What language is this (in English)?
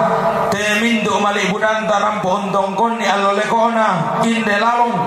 Toraja-Sa'dan